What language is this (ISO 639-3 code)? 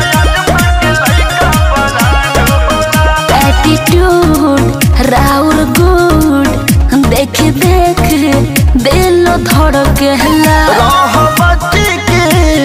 bho